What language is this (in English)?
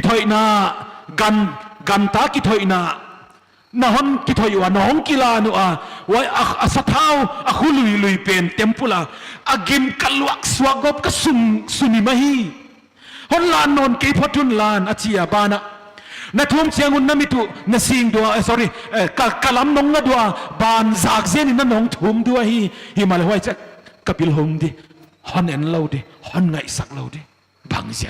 Paite Chin